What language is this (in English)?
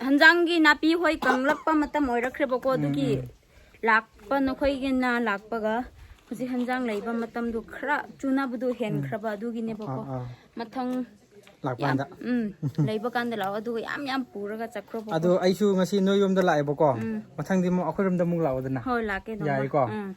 Manipuri